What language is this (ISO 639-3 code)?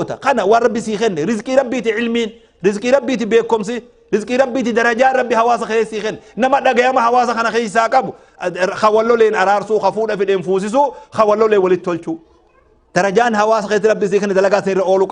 orm